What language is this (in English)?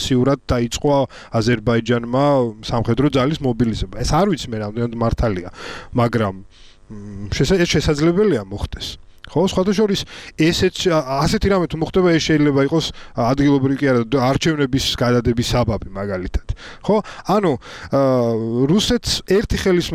Georgian